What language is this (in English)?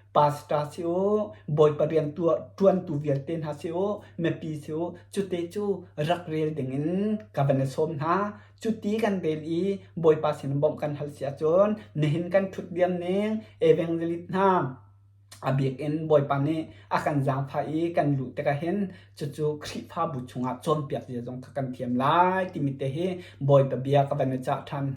Hakha Chin